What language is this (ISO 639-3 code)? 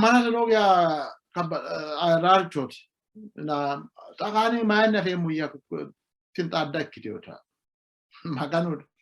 sid